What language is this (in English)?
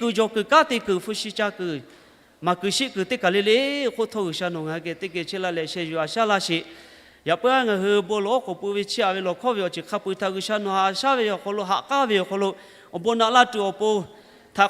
Lahu